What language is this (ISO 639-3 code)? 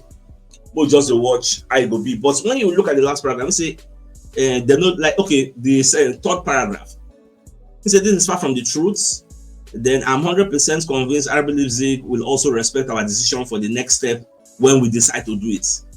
pcm